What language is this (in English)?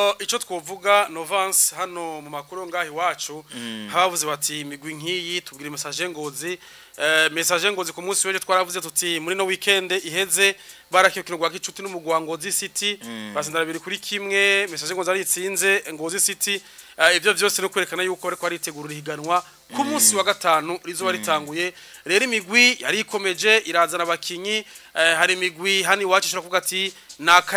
Rundi